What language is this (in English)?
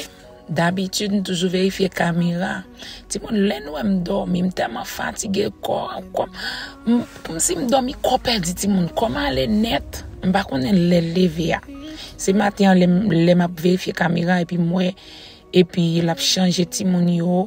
Haitian Creole